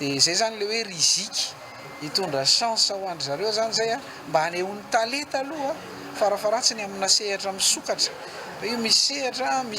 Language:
Malagasy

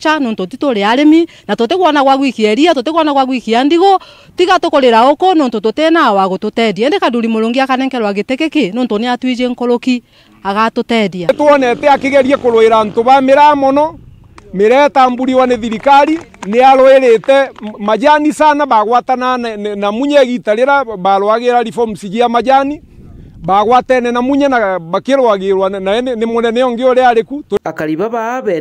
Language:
Meru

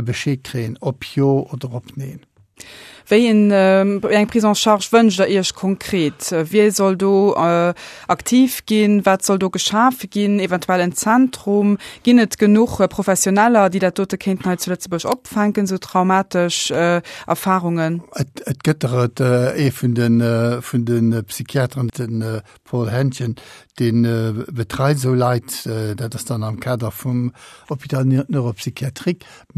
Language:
Luxembourgish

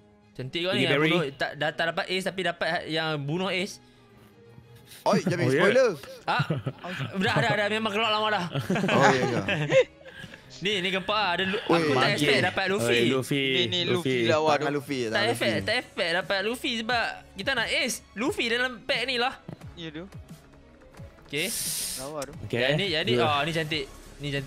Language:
Malay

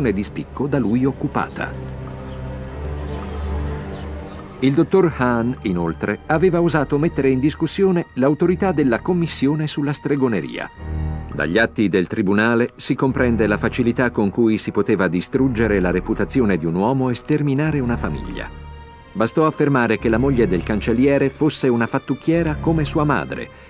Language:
Italian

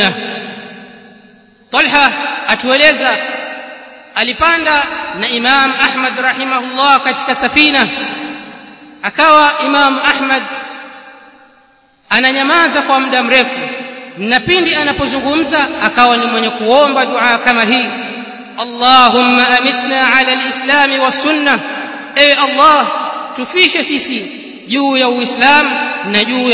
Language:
Swahili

